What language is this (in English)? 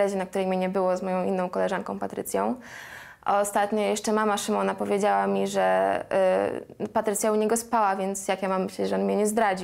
Polish